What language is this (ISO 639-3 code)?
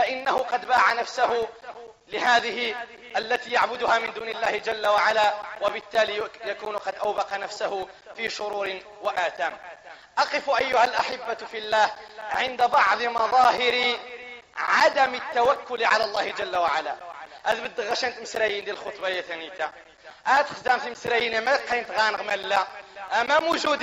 ara